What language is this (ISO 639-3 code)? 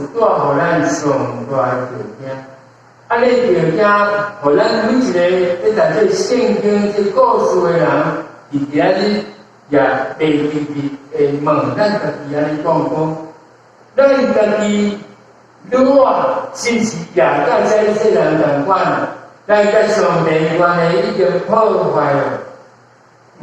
nan